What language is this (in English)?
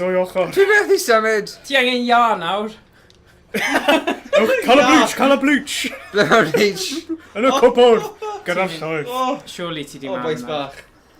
Welsh